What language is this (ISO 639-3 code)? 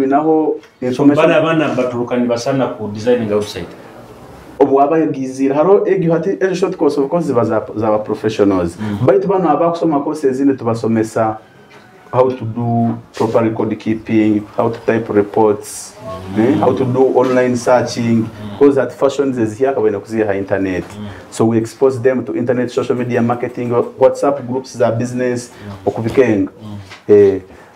nyo